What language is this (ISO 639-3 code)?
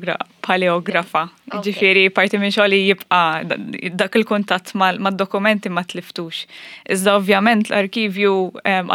mlt